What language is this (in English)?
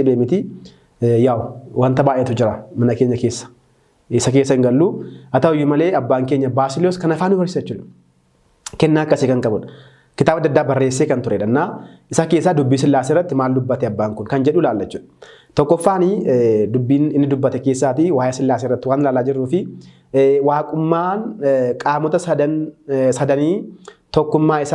Oromo